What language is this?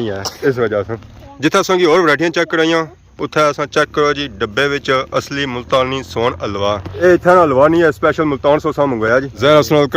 Pahari-Potwari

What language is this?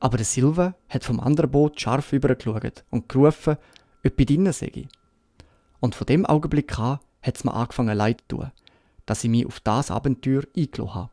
Swiss German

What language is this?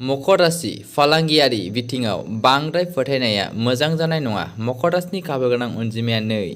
Bodo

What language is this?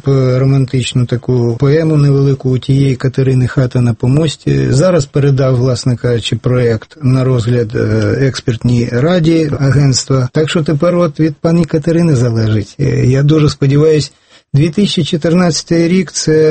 Ukrainian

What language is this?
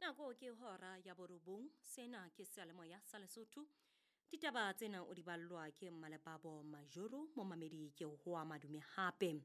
Southern Sotho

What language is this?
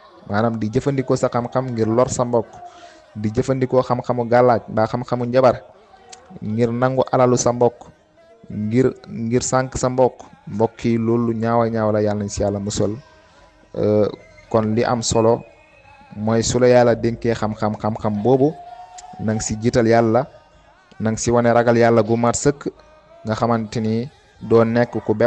Wolof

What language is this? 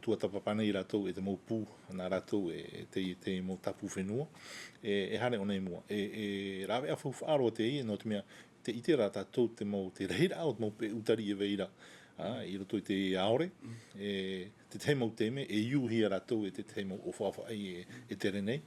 Tahitian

